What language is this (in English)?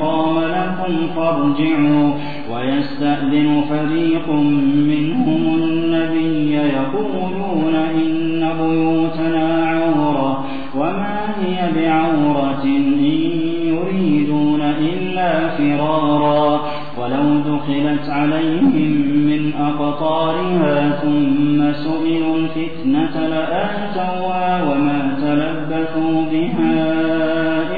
Arabic